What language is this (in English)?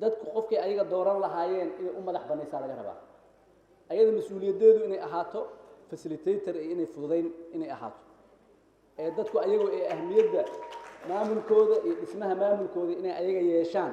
Somali